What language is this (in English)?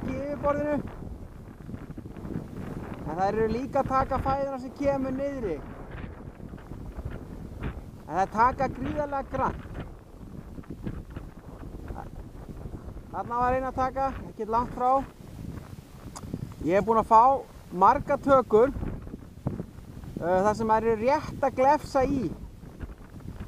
Icelandic